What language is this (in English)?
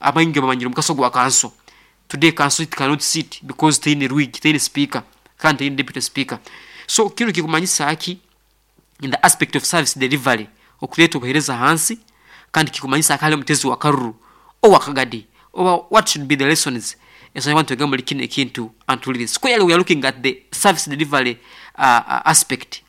Nyoro